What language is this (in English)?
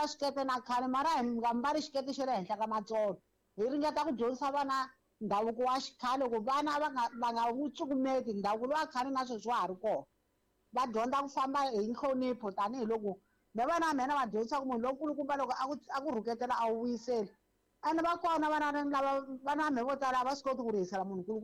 Tsonga